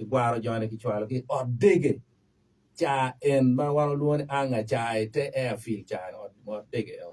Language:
Acoli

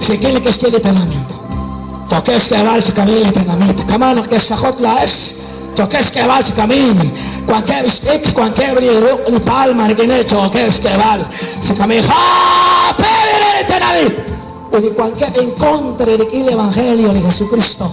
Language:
Kekchí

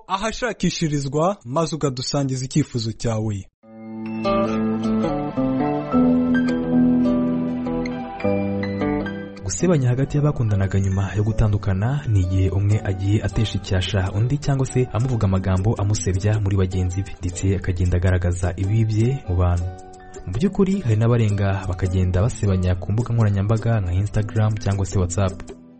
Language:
Kinyarwanda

